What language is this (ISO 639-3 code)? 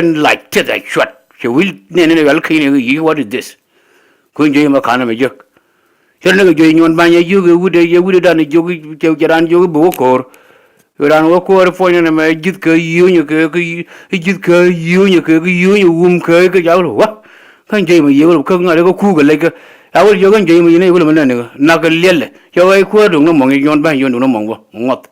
nus